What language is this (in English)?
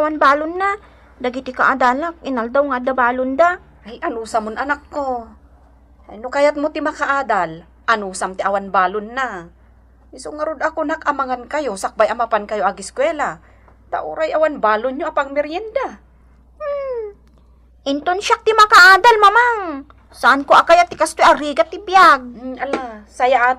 Iloko